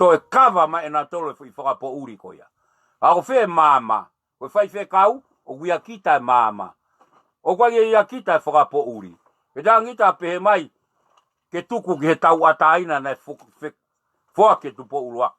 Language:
Tongan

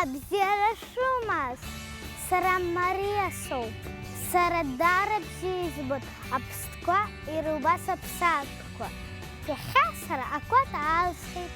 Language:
Abkhazian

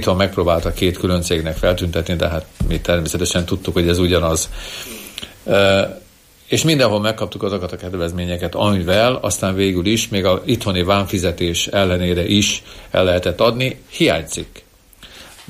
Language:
Hungarian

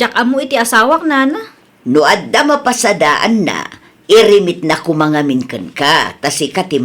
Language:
Iloko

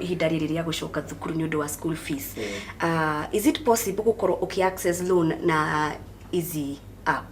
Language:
Kikuyu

